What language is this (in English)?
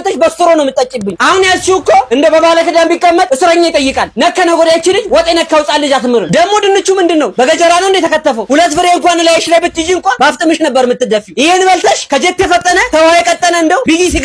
Amharic